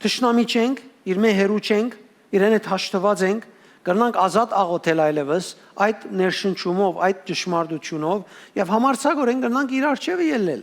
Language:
Western Armenian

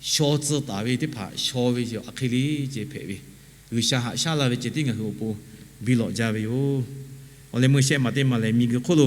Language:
Lahu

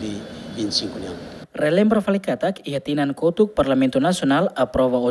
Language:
Tetum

